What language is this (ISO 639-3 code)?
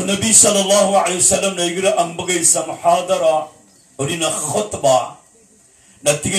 mrw